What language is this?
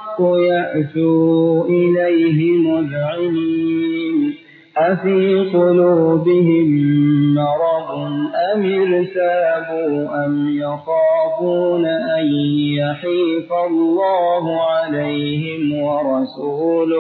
Arabic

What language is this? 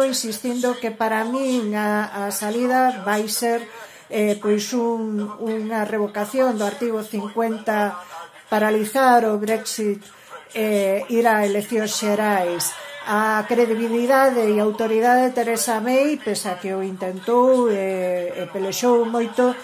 Galician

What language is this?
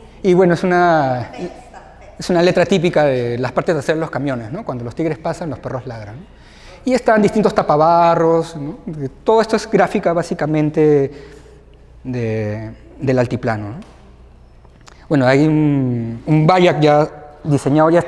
Spanish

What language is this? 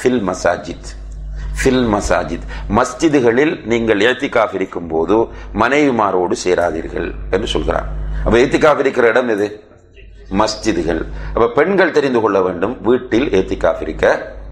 Tamil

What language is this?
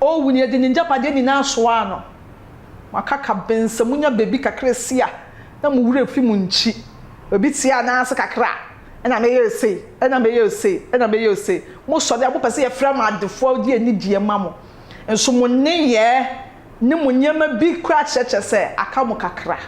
Akan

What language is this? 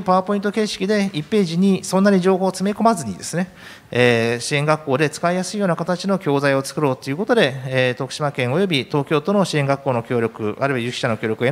Japanese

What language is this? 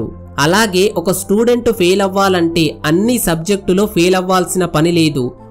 Telugu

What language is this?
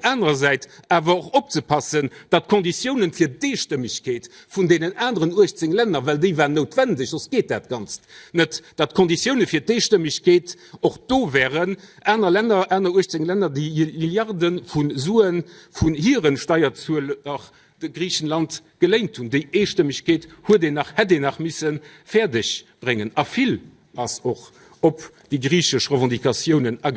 Luxembourgish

